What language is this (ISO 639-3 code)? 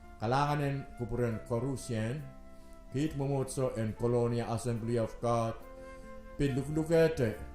pon